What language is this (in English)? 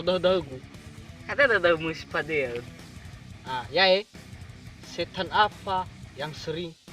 Nias